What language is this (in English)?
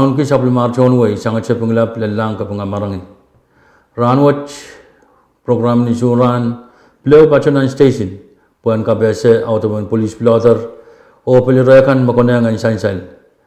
Pohnpeian